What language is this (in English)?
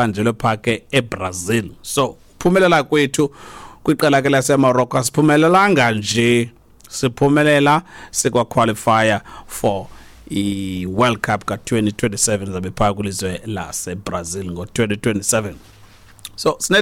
Xhosa